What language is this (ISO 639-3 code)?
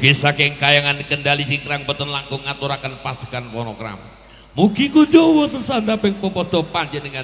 jav